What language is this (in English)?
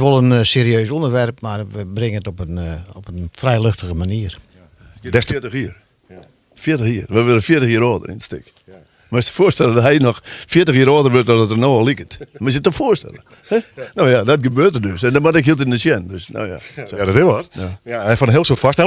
Western Frisian